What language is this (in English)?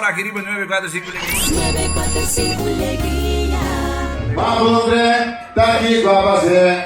Papiamento